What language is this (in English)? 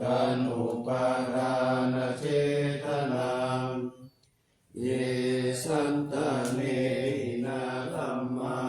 Pali